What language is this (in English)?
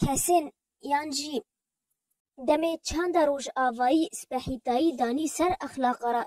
Kurdish